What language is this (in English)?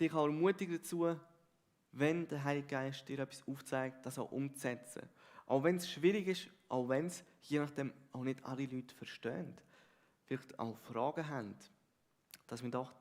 Swiss German